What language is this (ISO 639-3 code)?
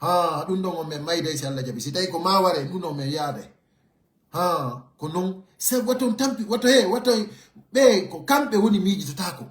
fuf